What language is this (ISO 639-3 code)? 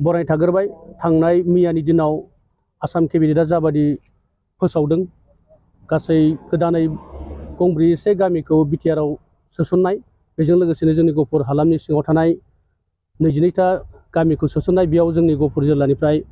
brx